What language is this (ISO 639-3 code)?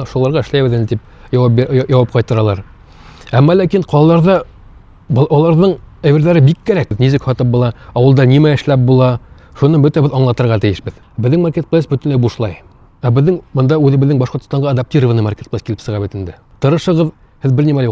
bak